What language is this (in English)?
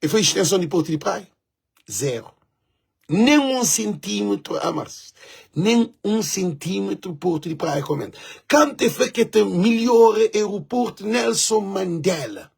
Kabuverdianu